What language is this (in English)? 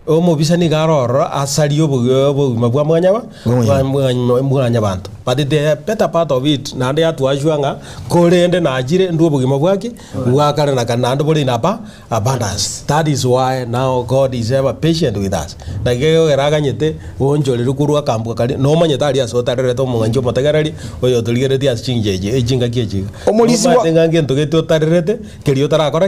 Gusii